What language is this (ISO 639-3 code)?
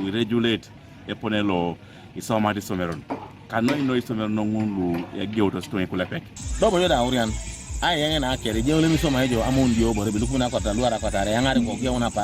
teo